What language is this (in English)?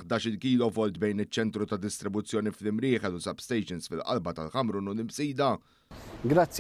Maltese